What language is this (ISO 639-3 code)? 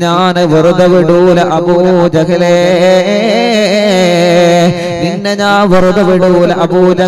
mal